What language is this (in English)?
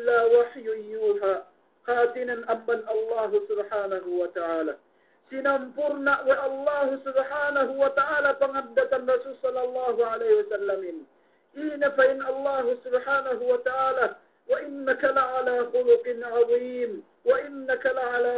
Yakan